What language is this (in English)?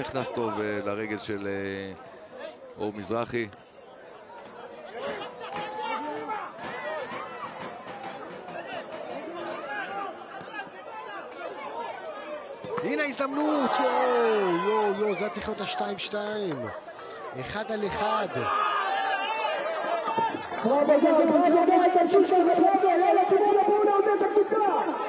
Hebrew